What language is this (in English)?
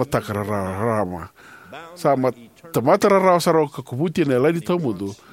Fijian